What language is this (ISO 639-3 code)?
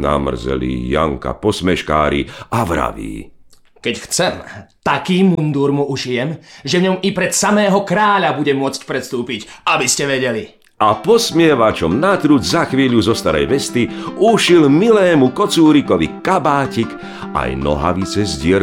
slk